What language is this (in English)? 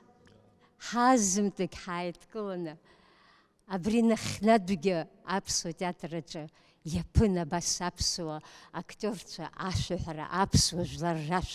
Abkhazian